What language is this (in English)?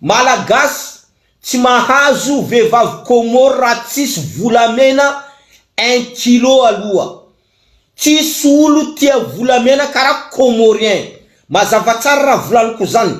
Malagasy